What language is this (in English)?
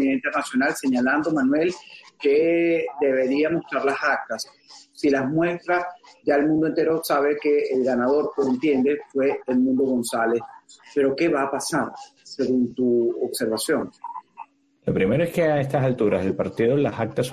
Spanish